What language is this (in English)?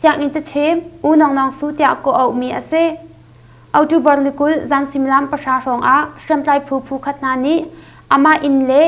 Hakha Chin